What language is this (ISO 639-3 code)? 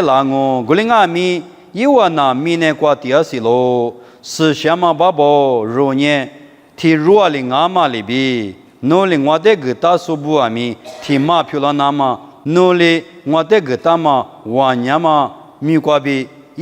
lis